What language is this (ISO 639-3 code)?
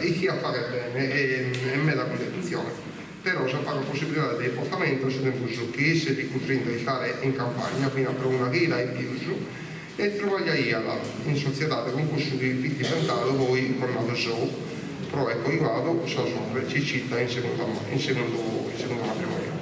srd